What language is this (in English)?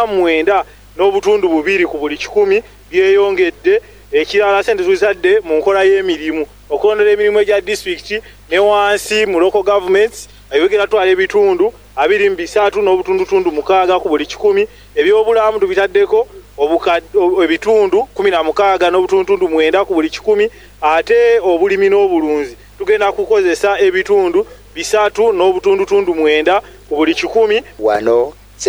Ganda